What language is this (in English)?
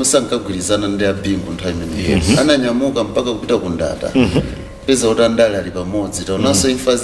Nyanja